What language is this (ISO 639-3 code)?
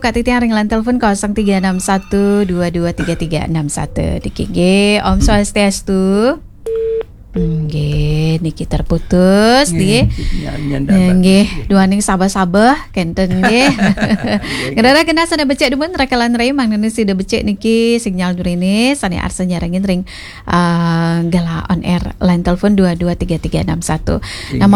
ban